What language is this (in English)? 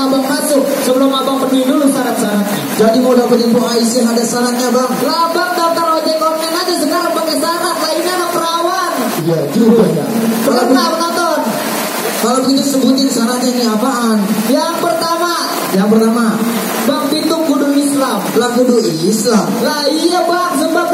Betawi